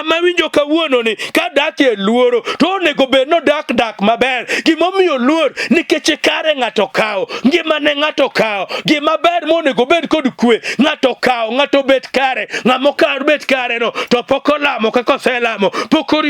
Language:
Luo (Kenya and Tanzania)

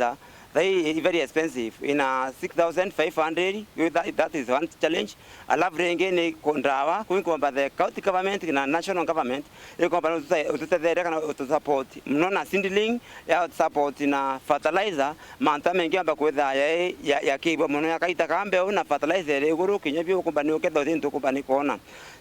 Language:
Meru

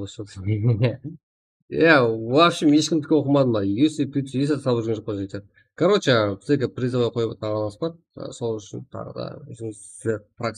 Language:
Kara-Kalpak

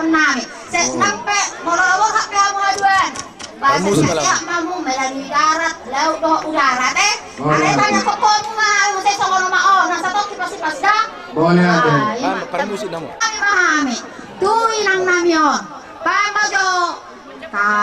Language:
Batak Toba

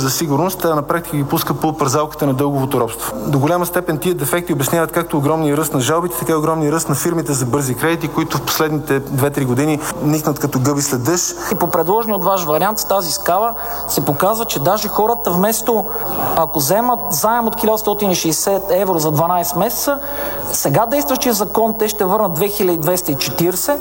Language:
Bulgarian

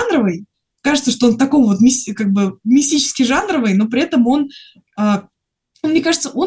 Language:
Russian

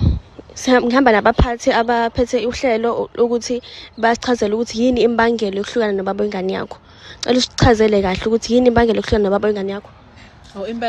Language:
Zulu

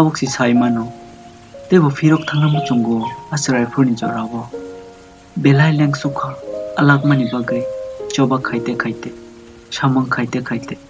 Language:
Kok Borok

